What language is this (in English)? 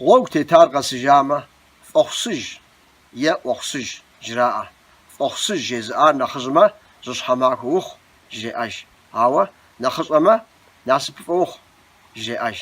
Kabardian